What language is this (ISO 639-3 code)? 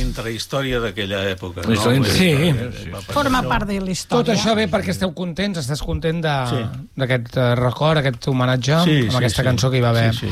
cat